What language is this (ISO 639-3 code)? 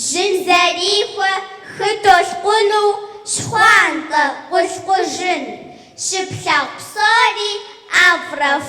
kbd